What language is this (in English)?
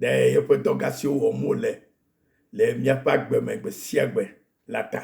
Ewe